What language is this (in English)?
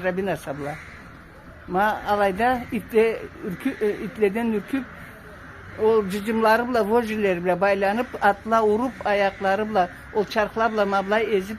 Karachay-Balkar